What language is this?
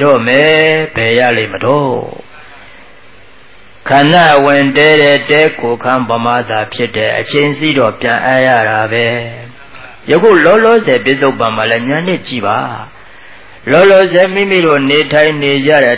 Burmese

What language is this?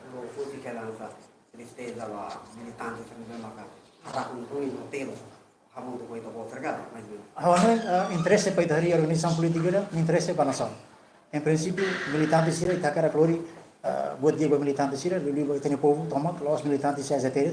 Tetum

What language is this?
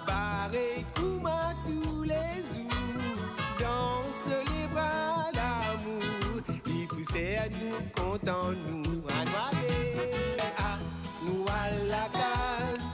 Morisyen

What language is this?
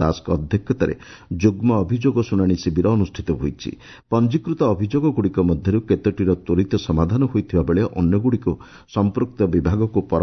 Odia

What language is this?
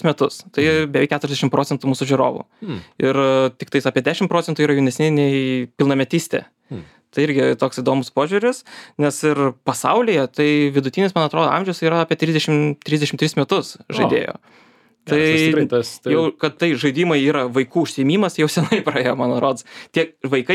Lithuanian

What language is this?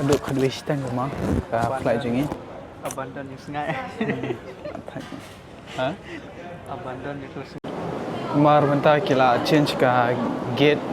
Khasi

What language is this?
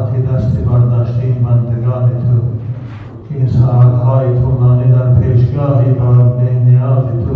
Tajik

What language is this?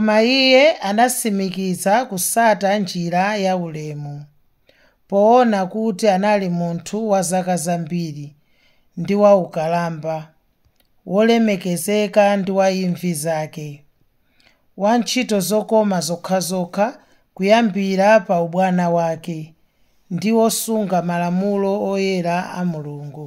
Nyanja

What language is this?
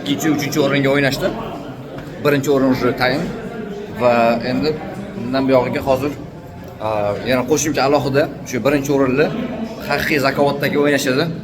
Uzbek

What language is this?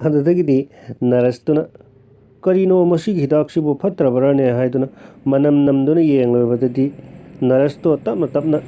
Manipuri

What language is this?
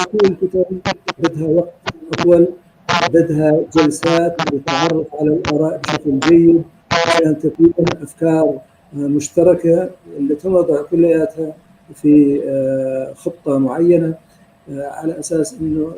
North Levantine Arabic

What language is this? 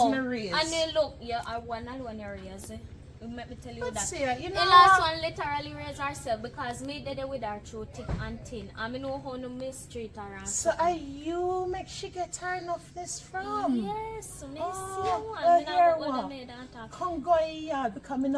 Jamaican Creole English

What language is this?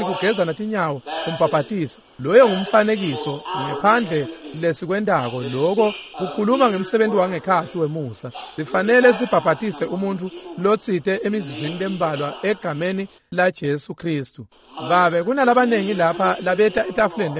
Swati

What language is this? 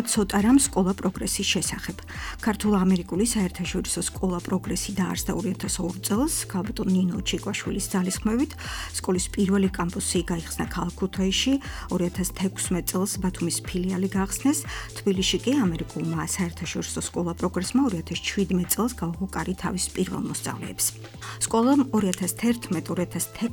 Georgian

